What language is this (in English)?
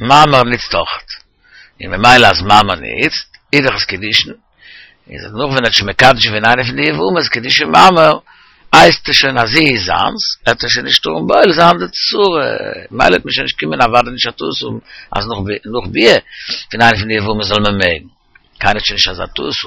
Yiddish